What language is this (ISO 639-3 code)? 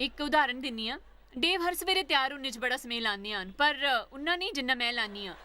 doi